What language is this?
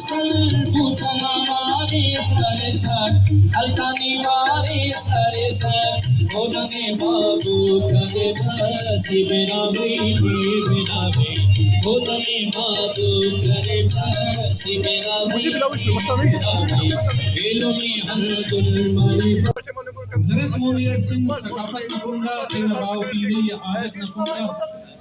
Brahui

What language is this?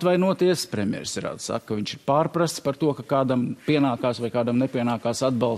Latvian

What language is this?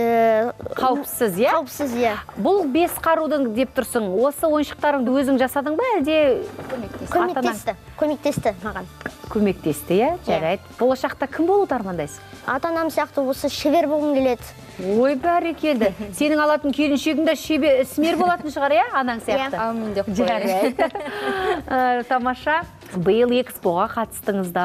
Kazakh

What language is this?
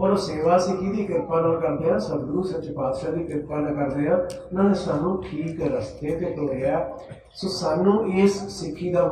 Punjabi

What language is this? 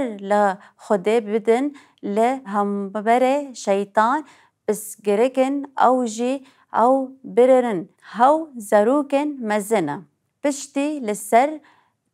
Kurdish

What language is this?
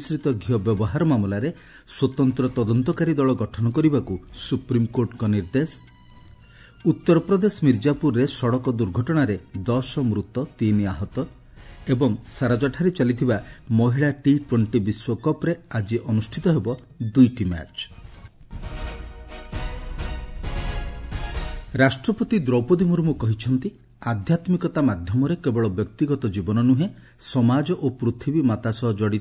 Odia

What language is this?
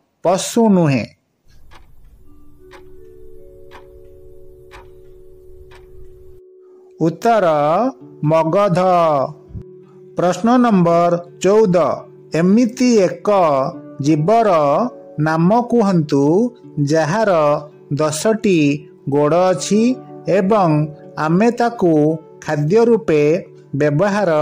Odia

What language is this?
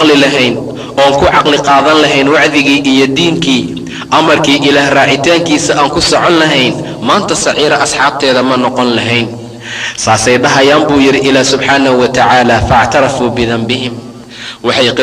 Somali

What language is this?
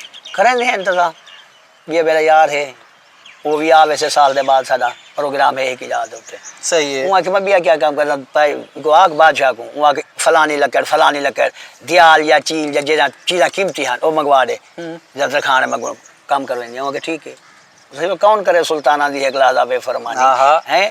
Saraiki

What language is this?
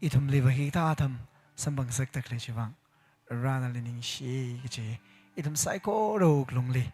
Tangkhul Naga (India)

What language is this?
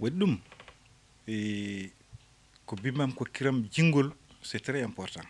Fula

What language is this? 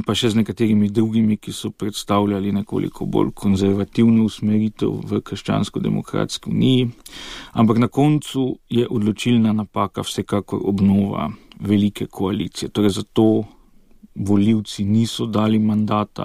Slovenian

